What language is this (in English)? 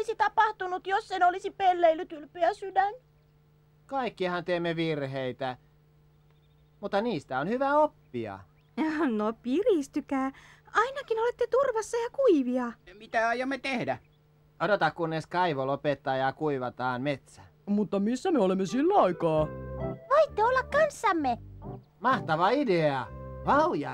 Finnish